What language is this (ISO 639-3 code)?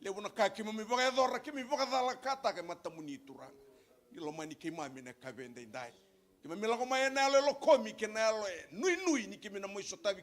fij